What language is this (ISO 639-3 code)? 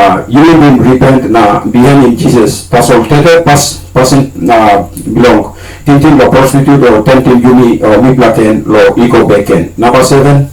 tpi